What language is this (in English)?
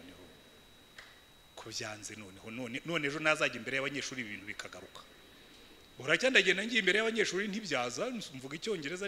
Kinyarwanda